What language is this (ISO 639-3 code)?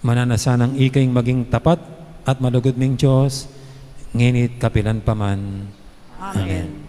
pam